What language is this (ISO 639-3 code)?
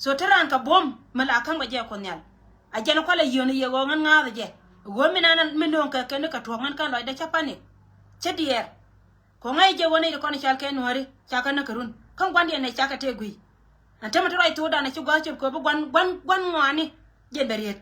nus